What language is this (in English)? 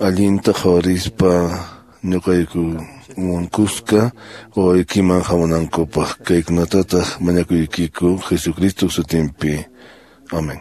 Quechua